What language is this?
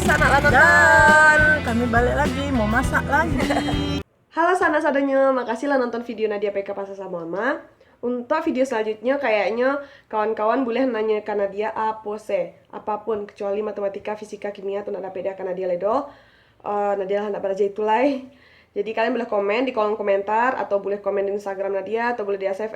Minangkabau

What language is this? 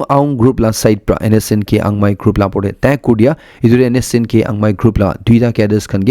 Naga Pidgin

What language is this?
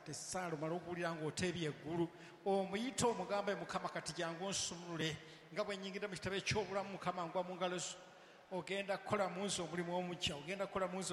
Ganda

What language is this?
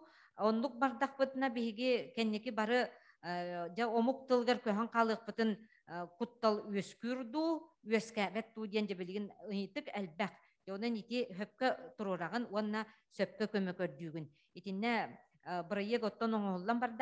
Yakut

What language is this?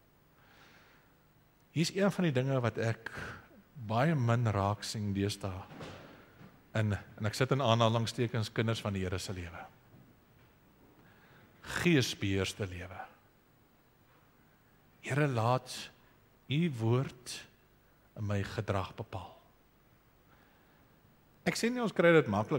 Afrikaans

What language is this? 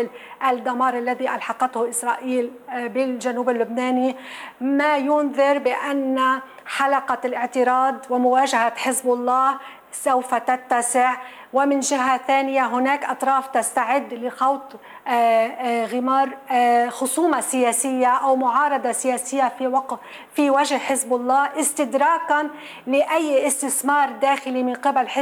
Arabic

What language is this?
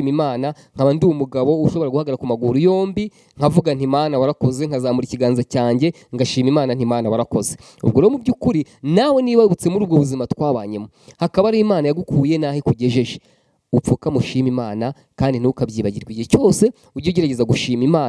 Kinyarwanda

